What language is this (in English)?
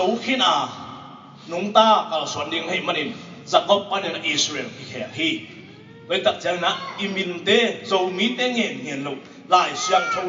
Tedim Chin